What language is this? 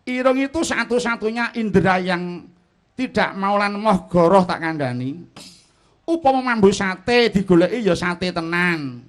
Javanese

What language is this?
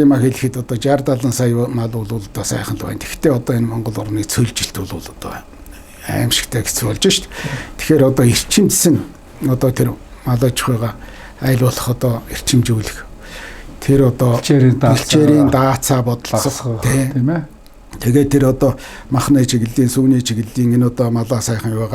Mongolian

